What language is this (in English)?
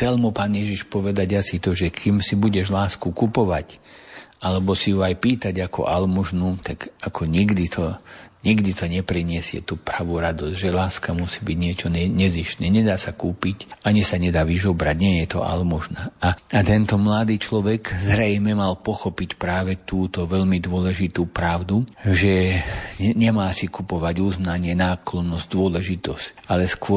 Slovak